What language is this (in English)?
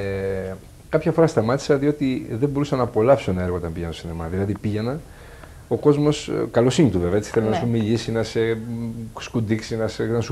Greek